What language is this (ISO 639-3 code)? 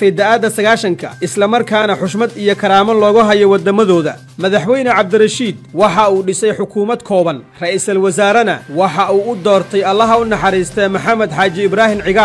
som